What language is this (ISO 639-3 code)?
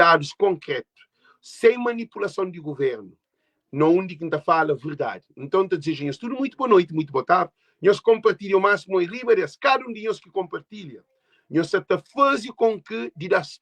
kea